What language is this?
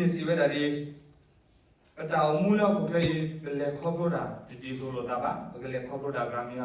S'gaw Karen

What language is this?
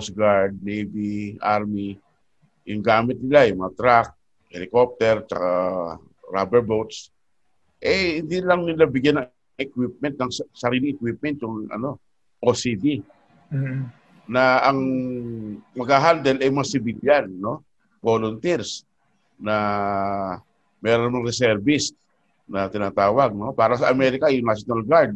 Filipino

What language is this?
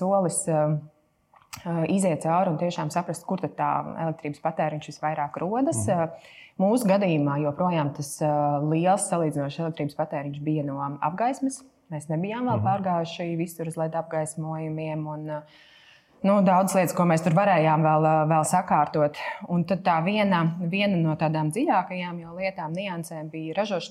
Latvian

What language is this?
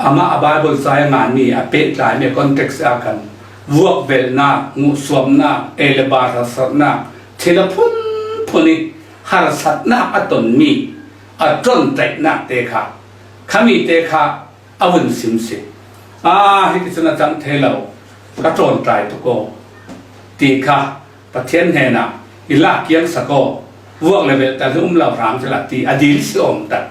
Falam Chin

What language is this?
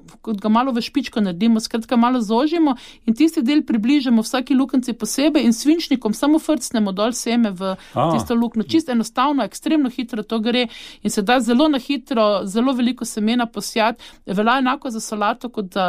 Slovenian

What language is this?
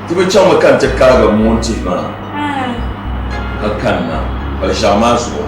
Dagbani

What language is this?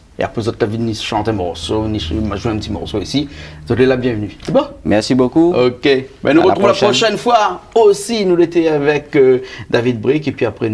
Réunion Creole French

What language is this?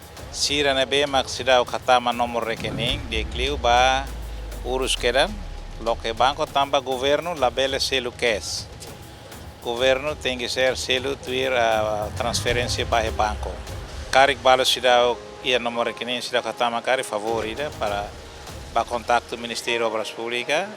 Tetum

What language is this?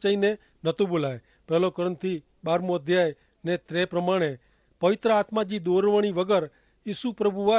Kachhi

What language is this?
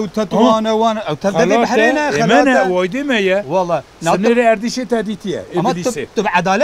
Kurdish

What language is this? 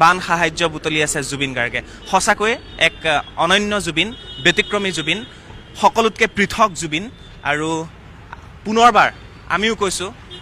Assamese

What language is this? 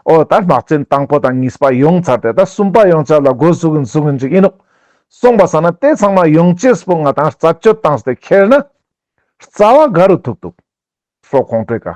Ladakhi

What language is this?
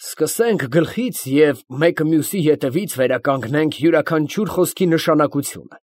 Armenian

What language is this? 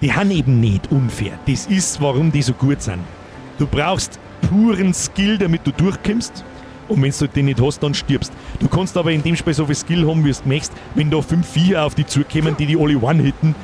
Bavarian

